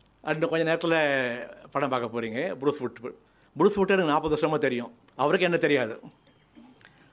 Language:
Tamil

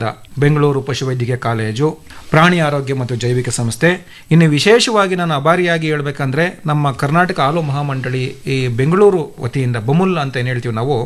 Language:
Kannada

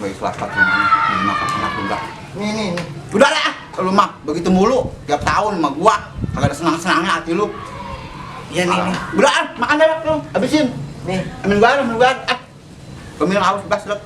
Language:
Betawi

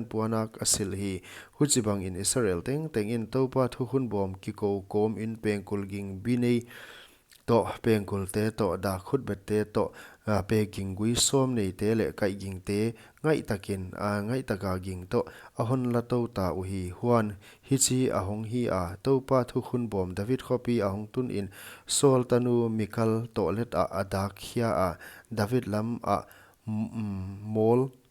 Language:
Paite Chin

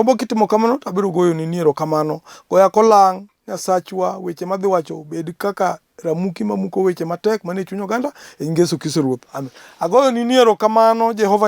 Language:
Luo (Kenya and Tanzania)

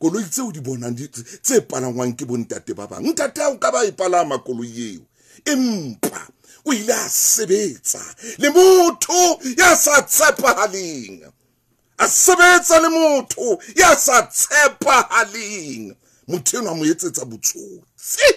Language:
Southern Sotho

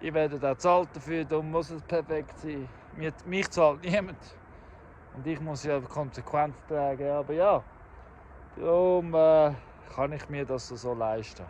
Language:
Swiss German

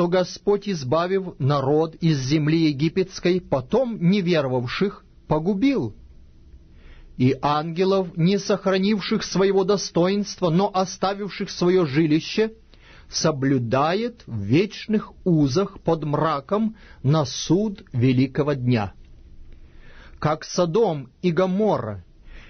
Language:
Russian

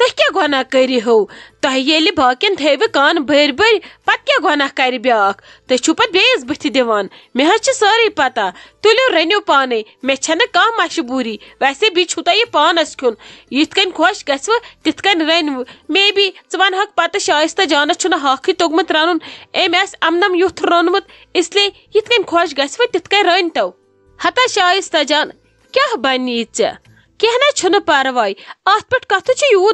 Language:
Kashmiri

